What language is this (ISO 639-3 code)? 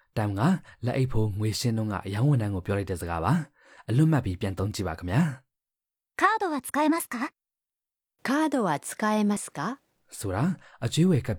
mya